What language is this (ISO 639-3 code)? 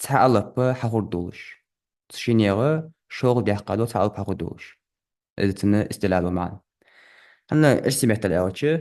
inh